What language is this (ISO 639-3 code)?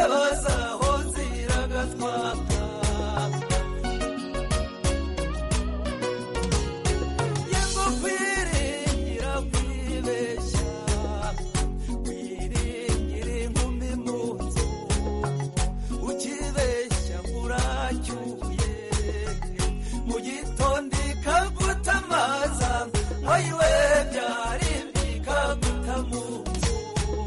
kin